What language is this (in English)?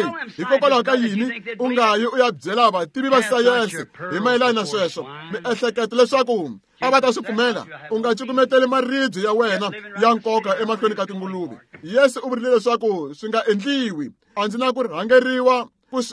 Tsonga